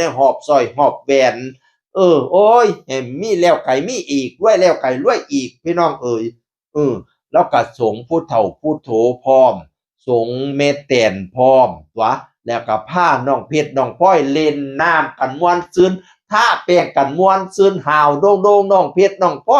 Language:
Northeastern Thai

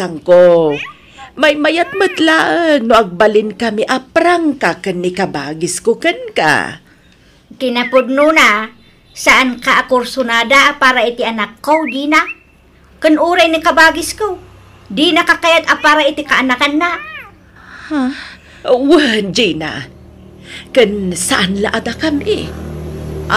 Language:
Iloko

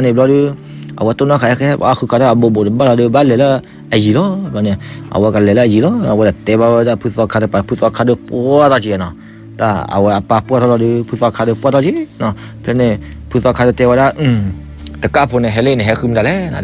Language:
S'gaw Karen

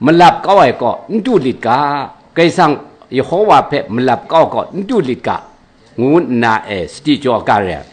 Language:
Kachin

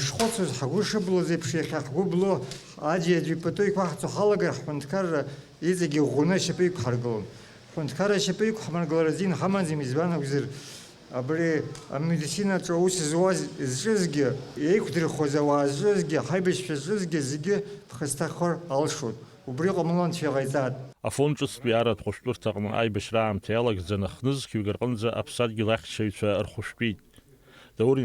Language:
Abkhazian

